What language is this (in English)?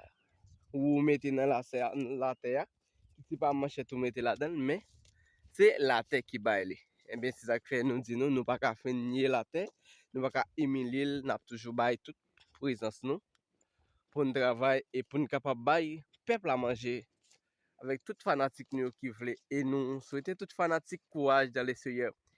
Haitian Creole